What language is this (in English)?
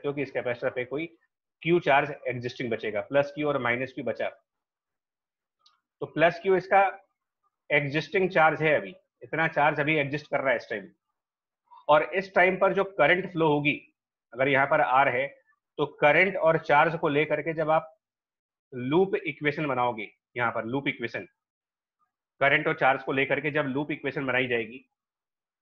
Hindi